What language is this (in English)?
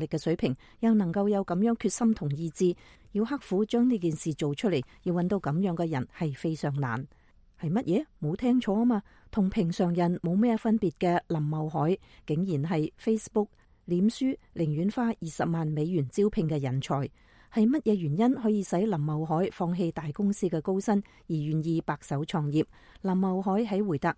Cantonese